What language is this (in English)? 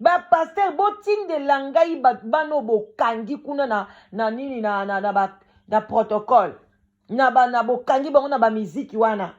Lingala